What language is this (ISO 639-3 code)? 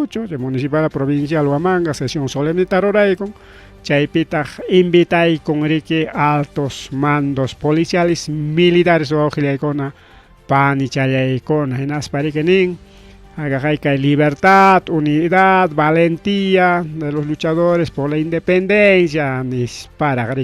quy